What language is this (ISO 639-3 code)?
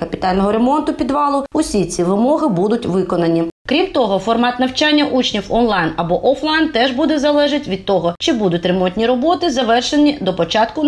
ukr